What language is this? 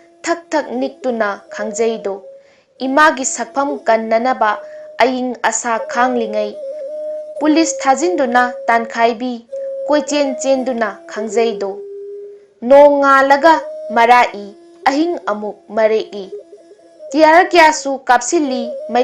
Manipuri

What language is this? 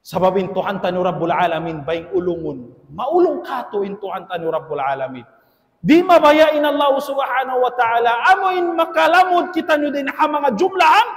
Tausug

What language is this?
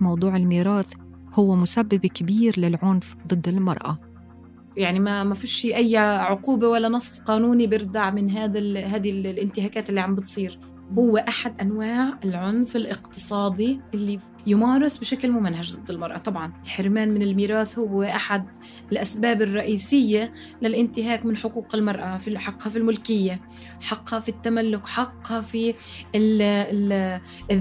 North Levantine Arabic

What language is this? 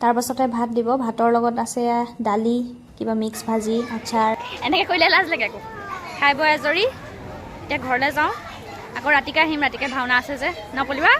Assamese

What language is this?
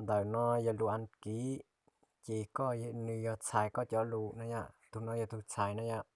Hmong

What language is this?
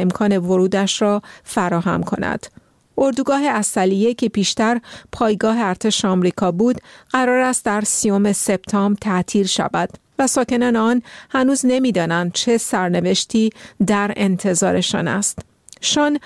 Persian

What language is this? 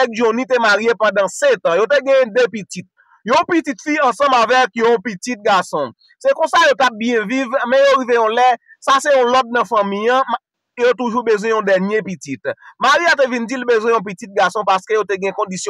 Haitian Creole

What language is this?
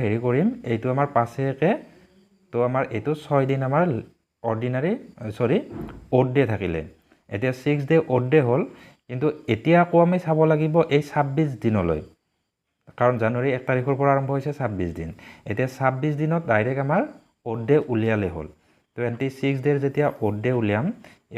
Assamese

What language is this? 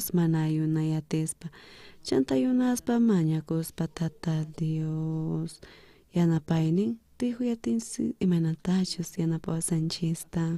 South Bolivian Quechua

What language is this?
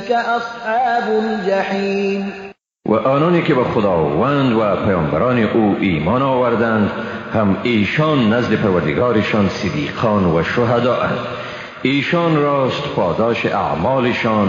Persian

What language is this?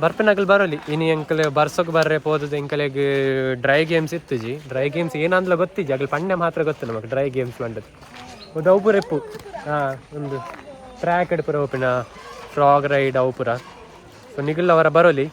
Tulu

